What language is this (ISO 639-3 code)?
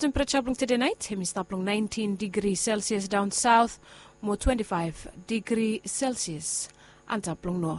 bis